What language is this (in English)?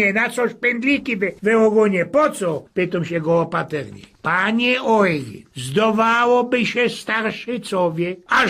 Silesian